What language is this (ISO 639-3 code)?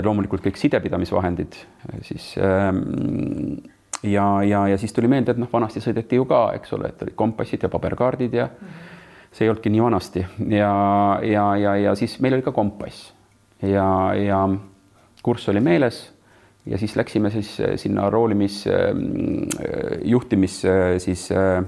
est